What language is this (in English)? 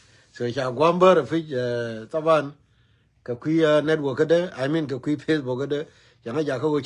Nuer